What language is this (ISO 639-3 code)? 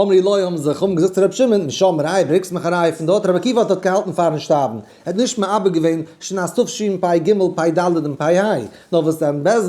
yid